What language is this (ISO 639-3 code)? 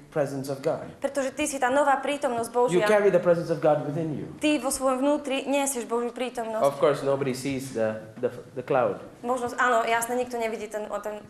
slk